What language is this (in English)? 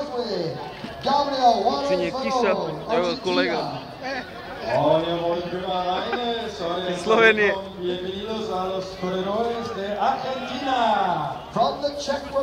Danish